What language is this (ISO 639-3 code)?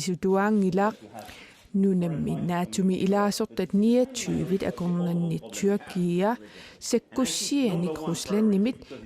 kal